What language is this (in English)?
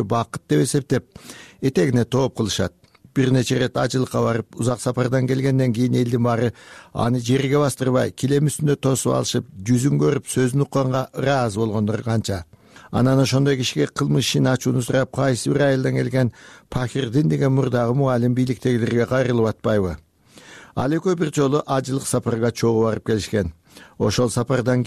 Kyrgyz